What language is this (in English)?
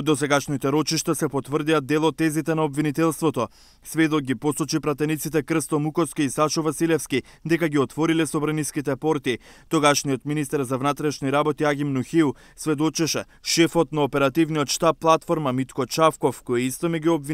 Macedonian